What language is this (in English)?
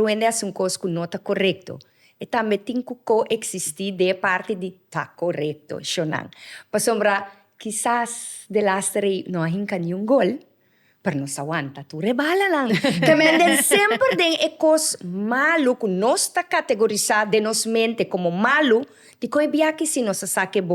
Papiamento